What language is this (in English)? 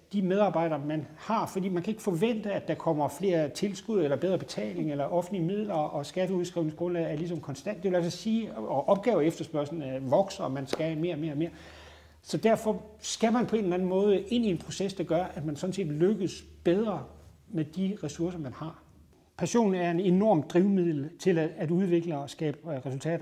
Danish